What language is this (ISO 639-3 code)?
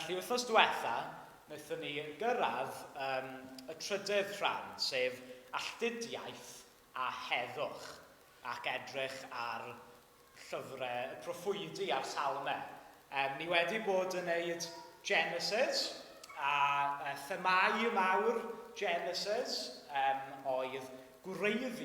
cym